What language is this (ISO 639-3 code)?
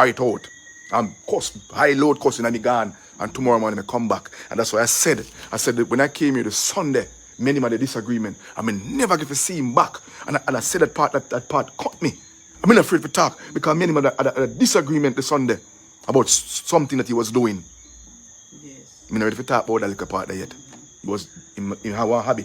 jam